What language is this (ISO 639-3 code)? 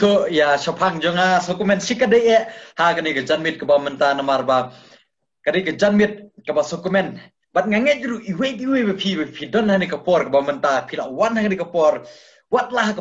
kha